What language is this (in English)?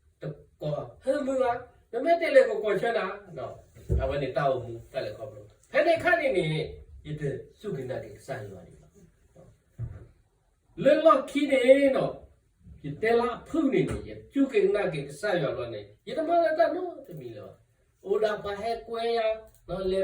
S'gaw Karen